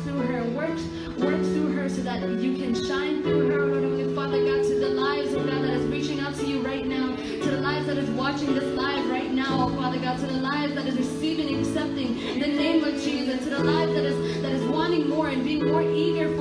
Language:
Pohnpeian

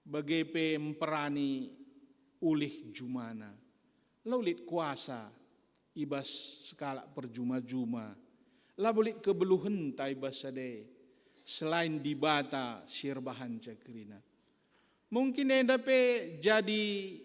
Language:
Batak Karo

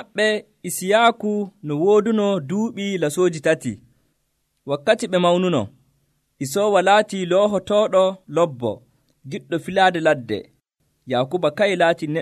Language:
Nigerian Fulfulde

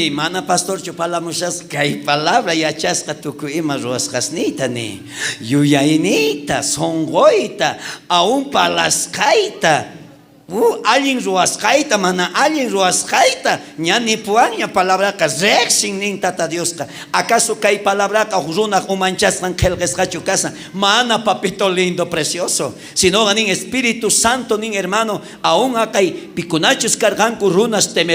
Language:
South Bolivian Quechua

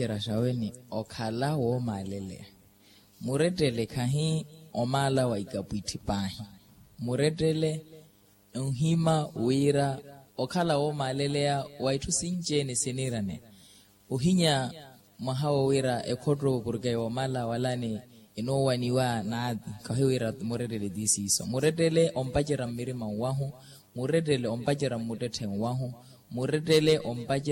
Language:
Makhuwa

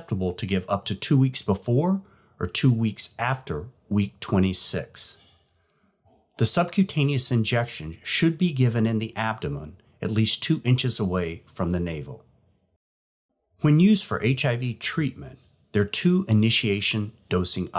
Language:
English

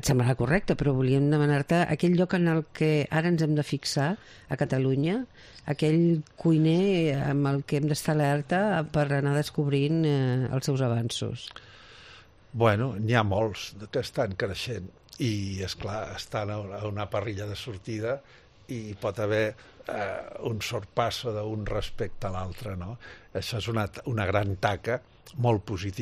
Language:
Catalan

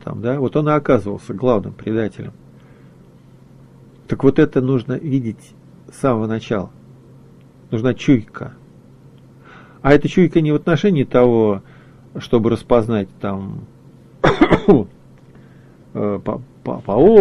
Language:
Russian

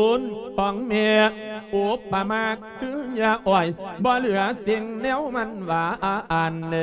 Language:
Lao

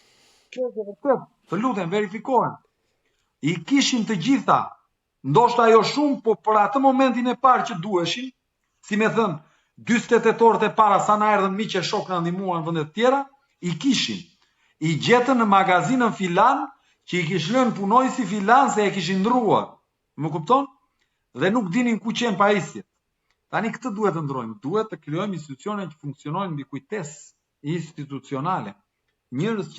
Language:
Albanian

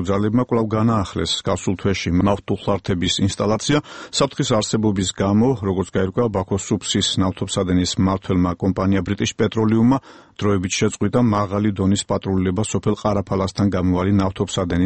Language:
Georgian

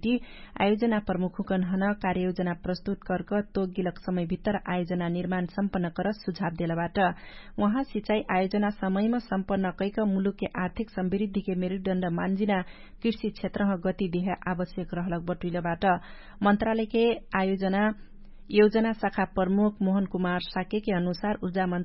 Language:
Dangaura Tharu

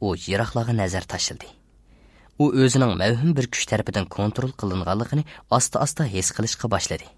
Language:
Uyghur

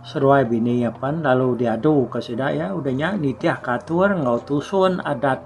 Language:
Iban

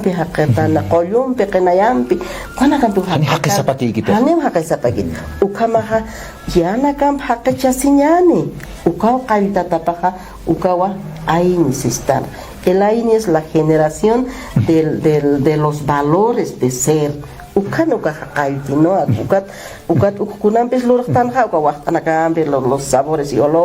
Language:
Aymara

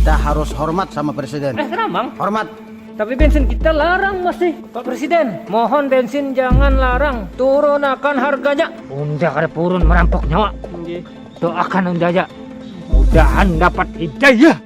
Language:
Banjar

